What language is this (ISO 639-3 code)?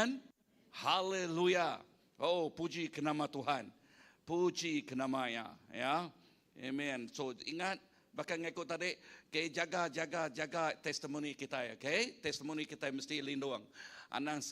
iba